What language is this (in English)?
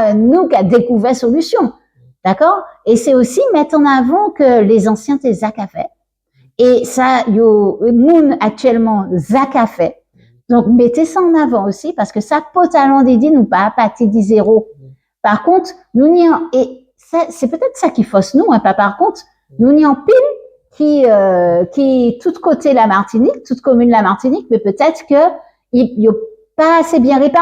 Guadeloupean Creole French